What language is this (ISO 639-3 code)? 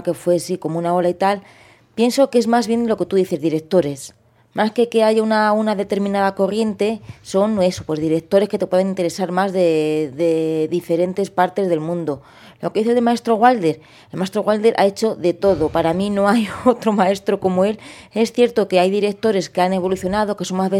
spa